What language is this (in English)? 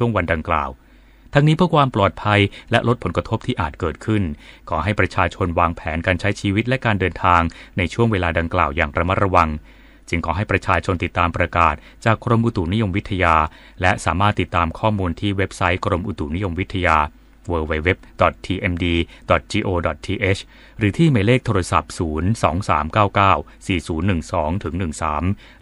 Thai